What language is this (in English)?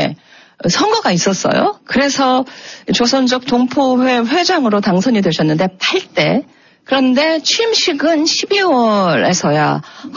Korean